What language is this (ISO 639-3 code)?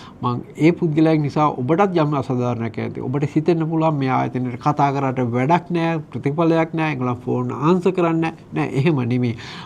sin